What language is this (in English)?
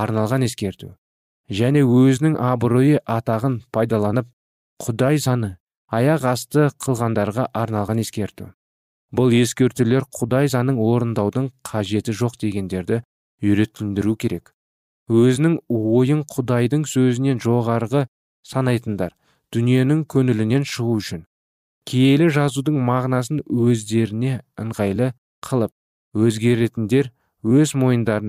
Kazakh